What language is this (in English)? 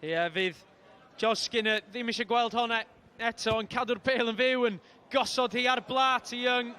Welsh